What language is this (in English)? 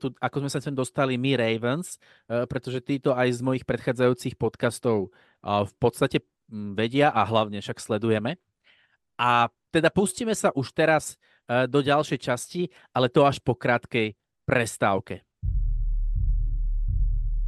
Slovak